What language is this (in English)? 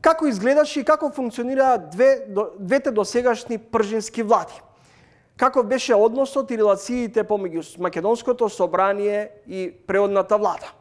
Macedonian